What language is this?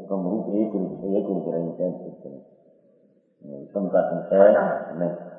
Gujarati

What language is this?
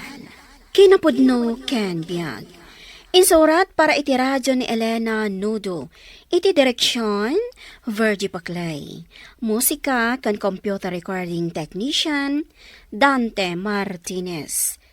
Iloko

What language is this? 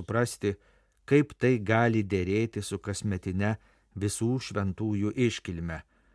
Lithuanian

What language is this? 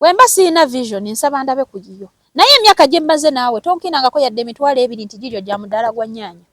Ganda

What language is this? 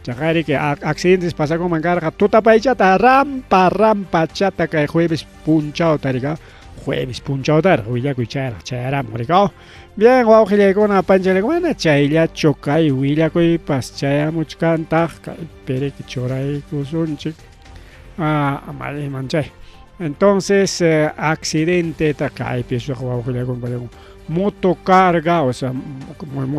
Ayacucho Quechua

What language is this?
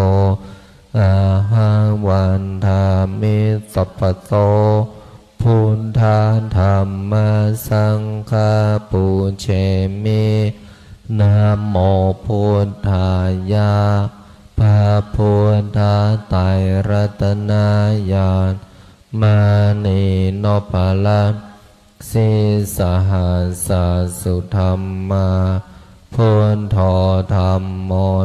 Pali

